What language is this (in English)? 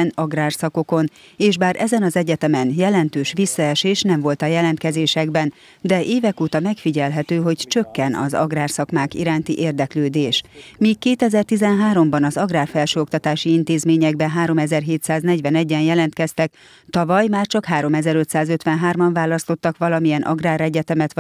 Hungarian